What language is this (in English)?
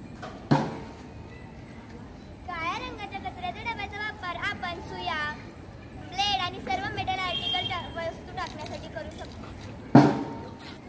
Marathi